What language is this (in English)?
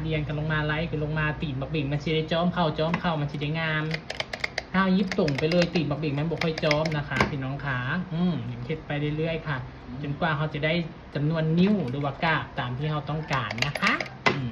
Northeastern Thai